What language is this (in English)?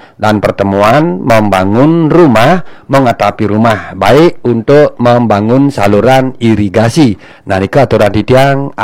Balinese